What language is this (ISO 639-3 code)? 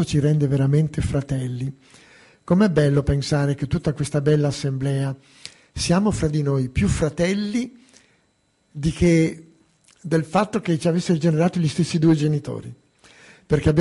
ita